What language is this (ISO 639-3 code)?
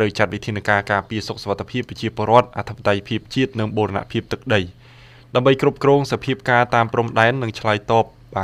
khm